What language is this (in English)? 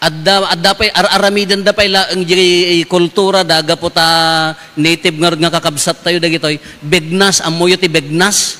Iloko